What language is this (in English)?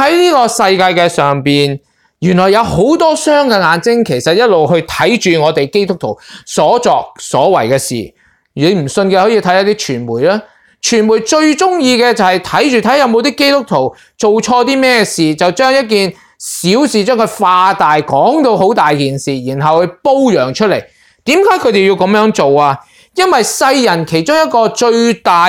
Cantonese